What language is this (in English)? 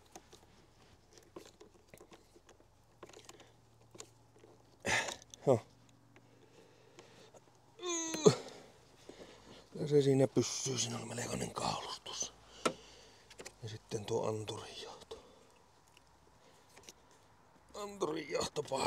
Finnish